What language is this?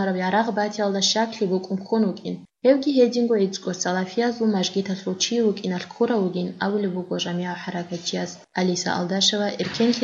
Avaric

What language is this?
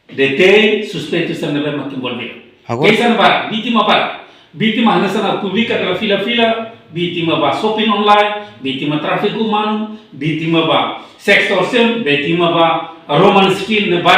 Tetum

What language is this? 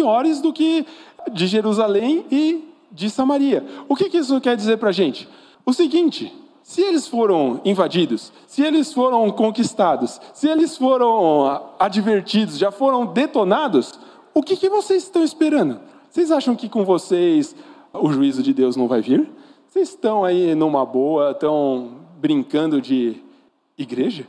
Portuguese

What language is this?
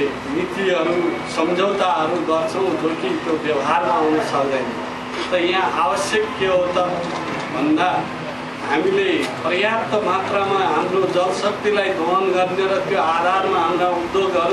Nepali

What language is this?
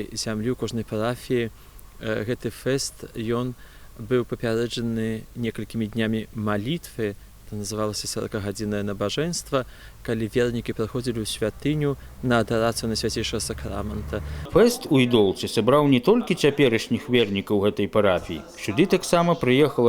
Belarusian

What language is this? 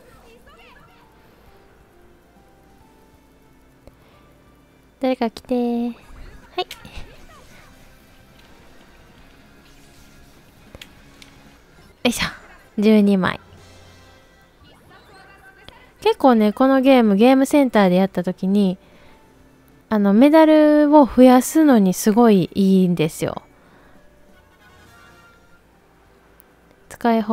Japanese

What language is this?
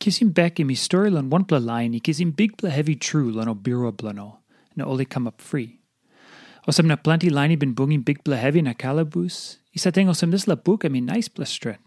Tok Pisin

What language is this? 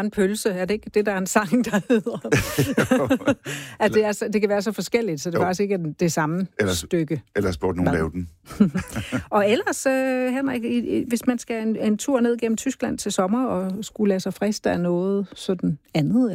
Danish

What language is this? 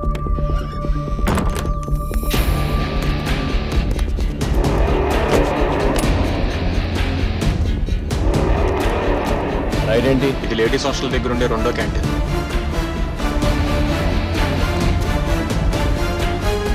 Telugu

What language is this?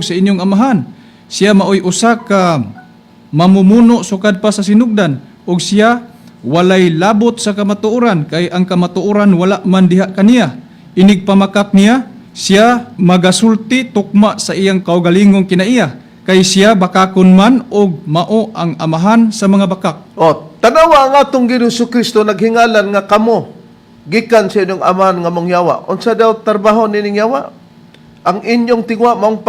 Cebuano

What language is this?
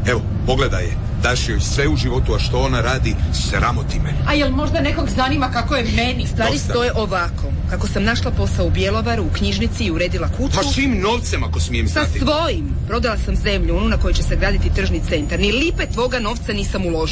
Croatian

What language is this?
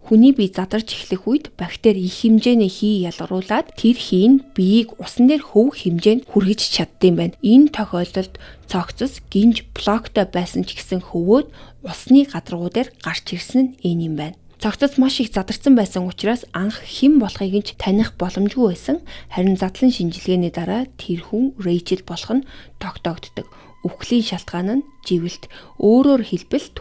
Mongolian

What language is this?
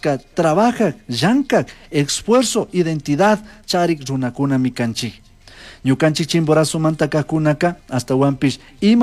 Chimborazo Highland Quichua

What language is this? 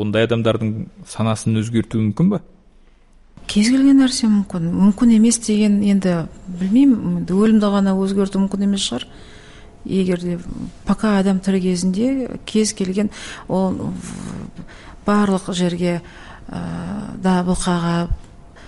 Kazakh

